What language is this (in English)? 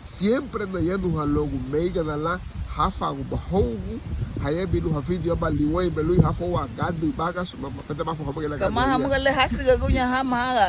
Garifuna